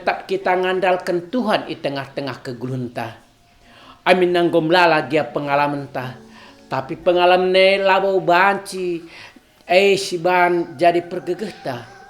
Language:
Batak Karo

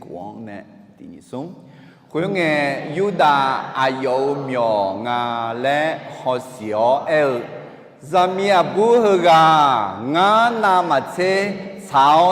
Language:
Akha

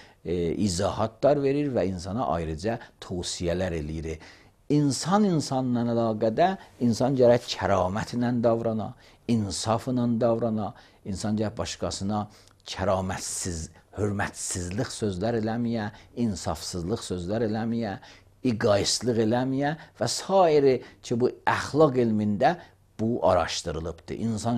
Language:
Azerbaijani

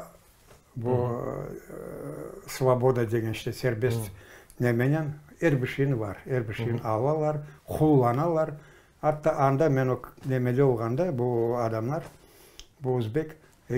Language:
Crimean Tatar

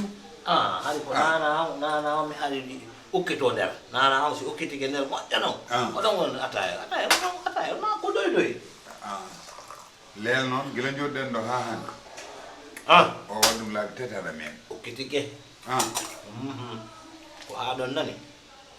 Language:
Fula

